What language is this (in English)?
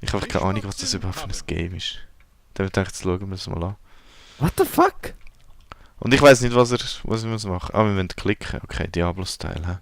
Swiss German